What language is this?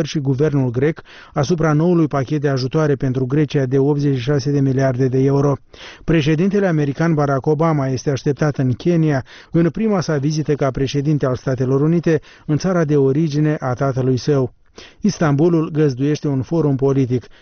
Romanian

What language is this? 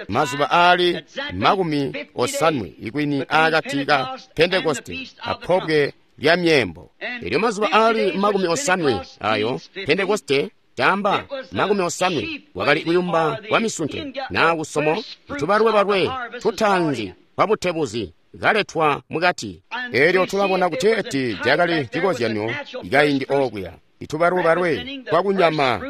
Tonga (Zambia)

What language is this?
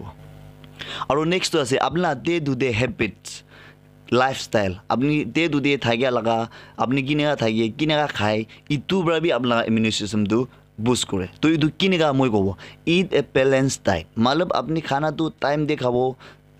Naga Pidgin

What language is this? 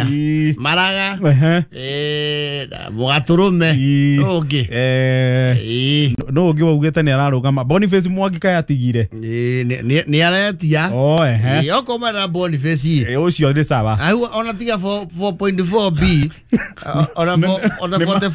Kikuyu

